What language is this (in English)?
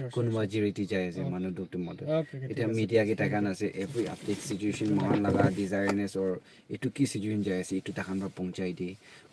Naga Pidgin